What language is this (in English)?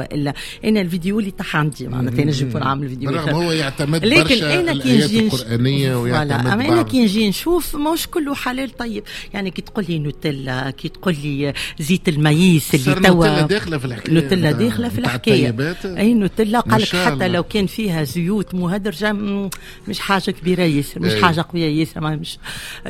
Tunisian Arabic